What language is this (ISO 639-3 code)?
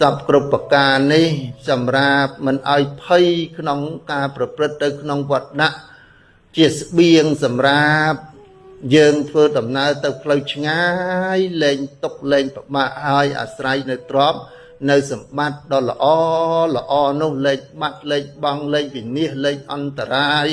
khm